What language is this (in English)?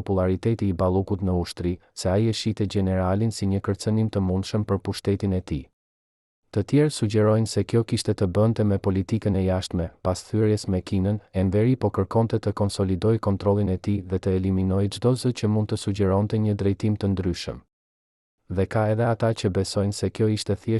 Albanian